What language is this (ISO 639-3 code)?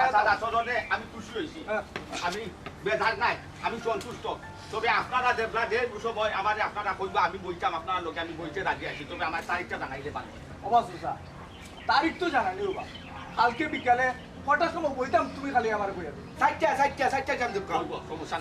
syl